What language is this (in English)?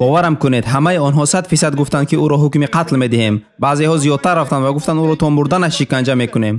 Tajik